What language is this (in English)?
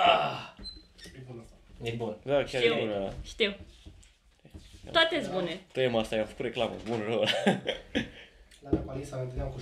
Romanian